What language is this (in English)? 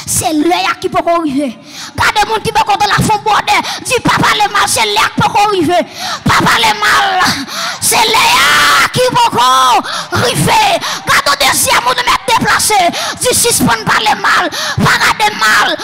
French